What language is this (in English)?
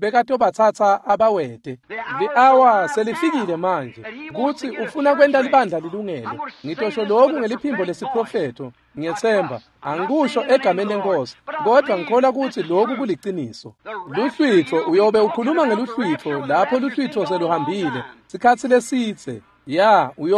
Swati